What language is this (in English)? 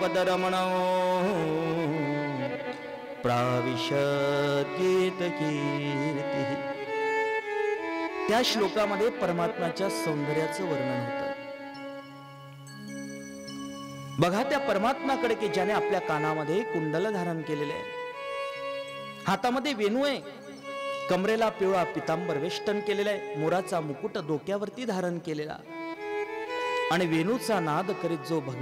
Marathi